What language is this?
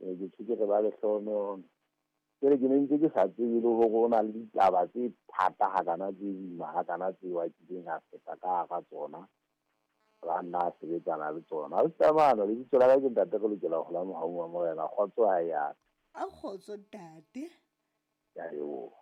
Southern Sotho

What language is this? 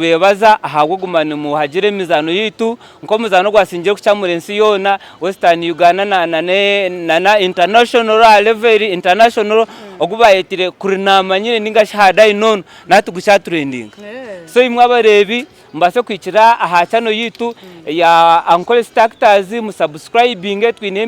Nyankole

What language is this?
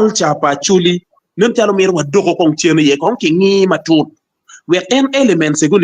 Acoli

